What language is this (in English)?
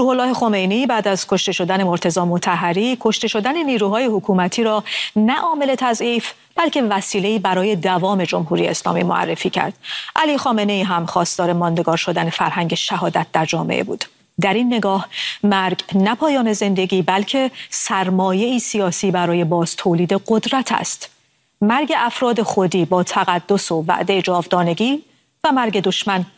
Persian